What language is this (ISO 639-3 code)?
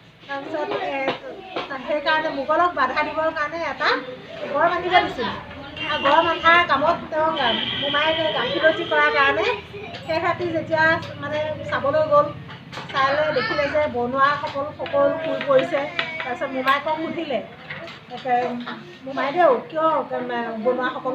asm